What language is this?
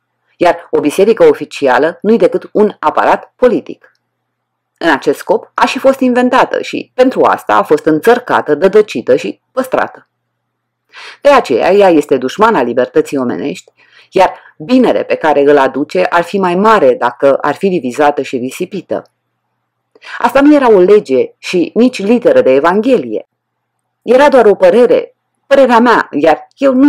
Romanian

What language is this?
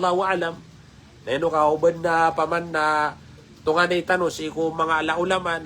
Maranao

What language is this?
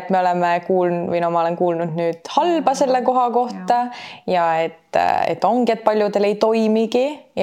Estonian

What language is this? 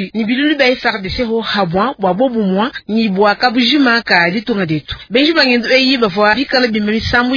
Luba-Lulua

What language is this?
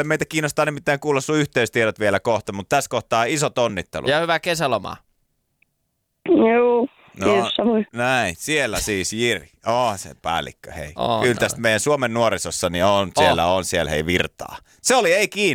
Finnish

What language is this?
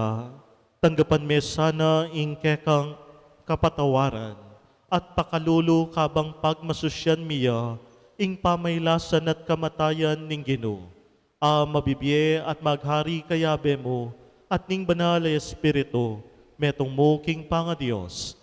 Pampanga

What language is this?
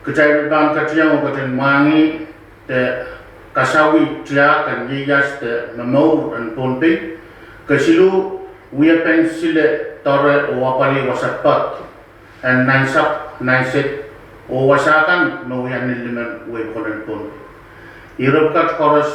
Pohnpeian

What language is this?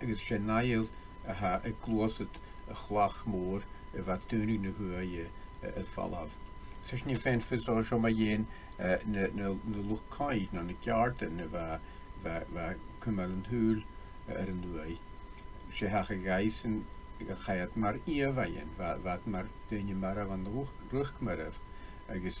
Scottish Gaelic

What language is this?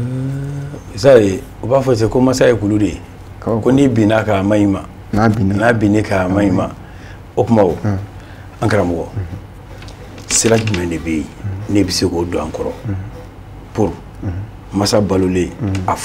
Bambara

